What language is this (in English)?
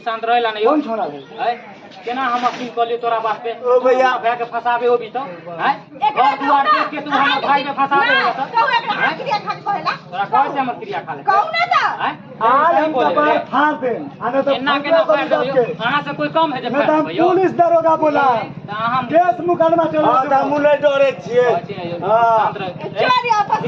Maithili